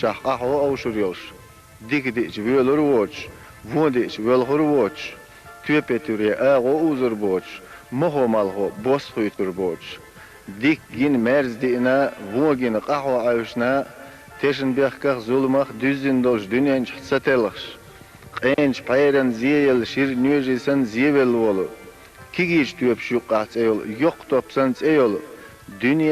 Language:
Chechen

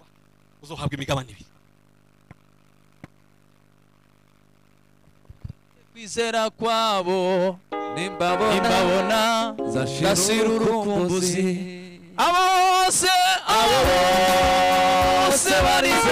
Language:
Kinyarwanda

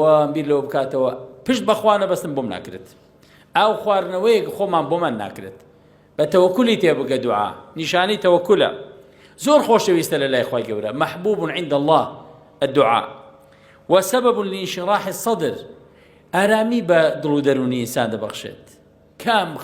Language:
Central Kurdish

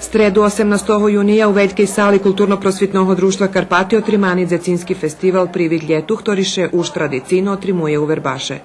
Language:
Rusyn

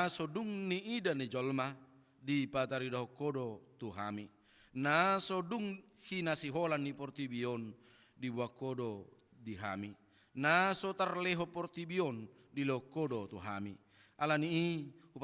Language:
Batak Toba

